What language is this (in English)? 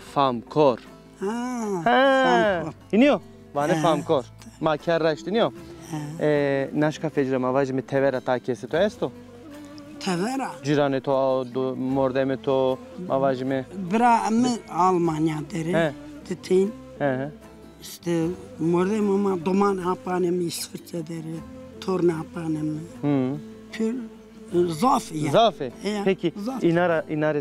Zaza